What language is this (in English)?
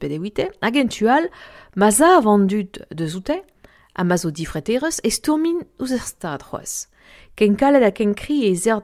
Breton